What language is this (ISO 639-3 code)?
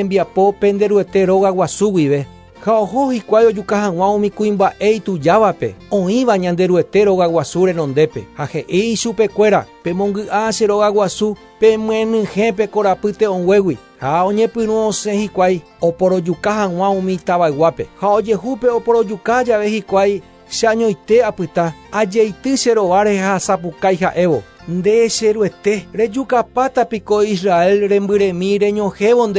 grn